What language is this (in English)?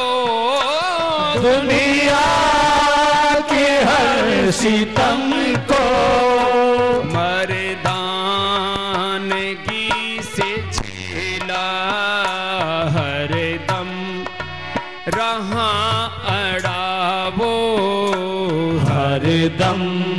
Hindi